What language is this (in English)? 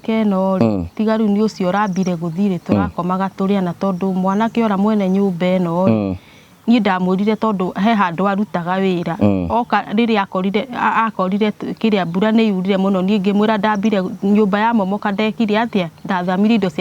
Kikuyu